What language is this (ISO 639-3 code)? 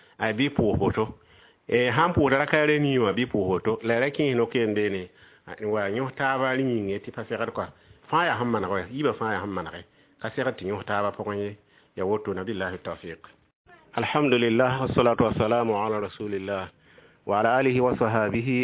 mos